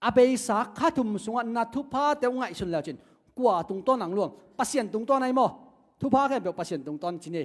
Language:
Tedim Chin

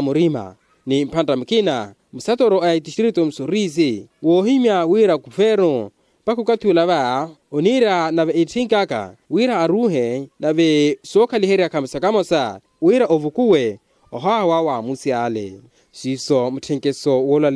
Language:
Makhuwa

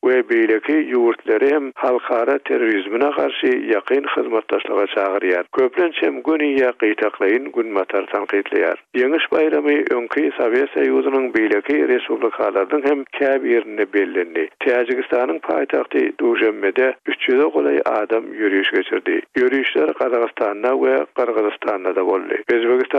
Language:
Turkmen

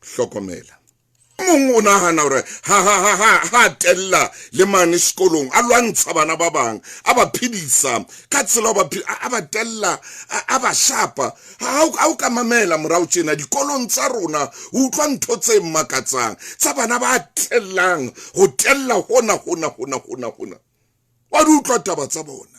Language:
Southern Sotho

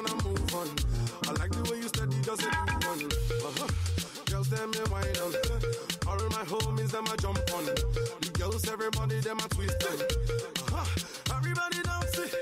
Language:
Nigerian Pidgin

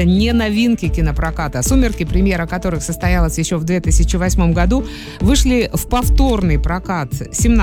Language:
Russian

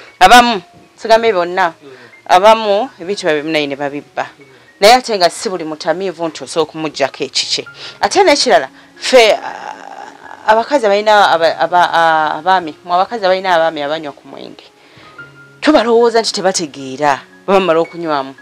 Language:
Ganda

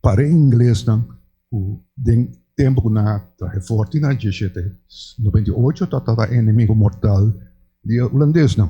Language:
Papiamento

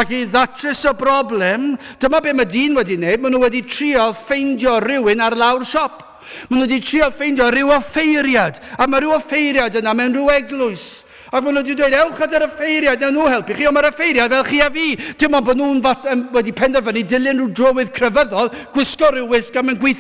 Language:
Welsh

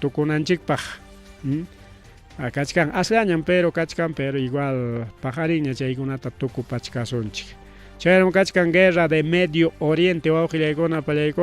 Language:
Ayacucho Quechua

